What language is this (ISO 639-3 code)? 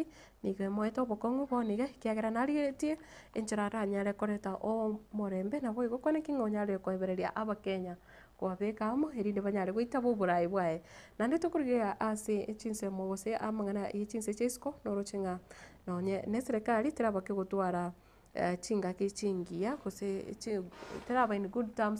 guz